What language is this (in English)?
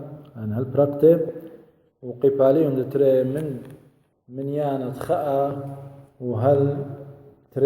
Assyrian Neo-Aramaic